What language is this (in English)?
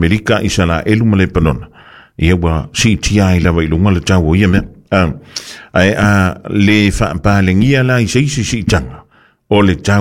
Samoan